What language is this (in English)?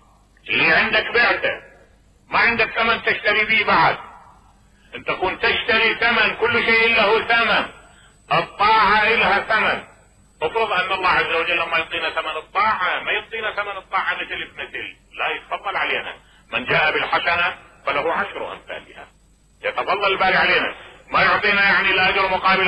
Mesopotamian Arabic